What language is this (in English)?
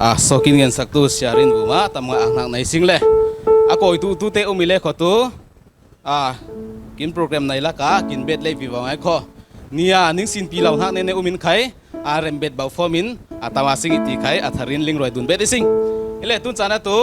Falam Chin